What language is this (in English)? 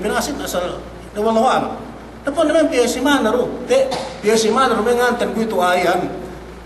Yakan